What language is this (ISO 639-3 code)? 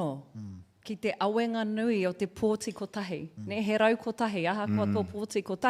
mri